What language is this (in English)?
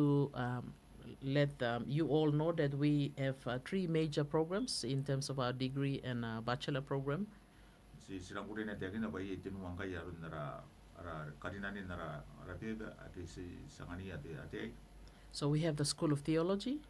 Gilbertese